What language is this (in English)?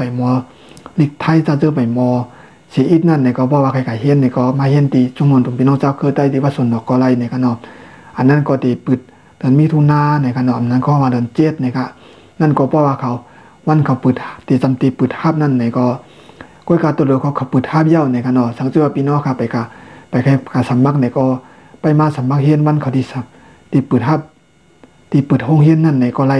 Shan